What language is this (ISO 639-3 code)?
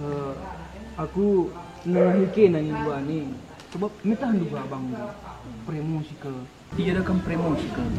btx